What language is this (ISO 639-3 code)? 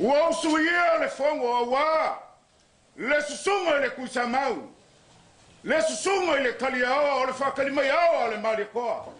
smo